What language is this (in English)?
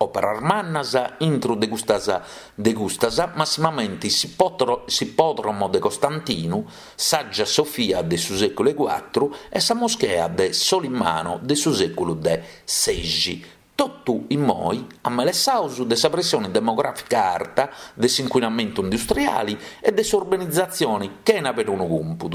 Sardinian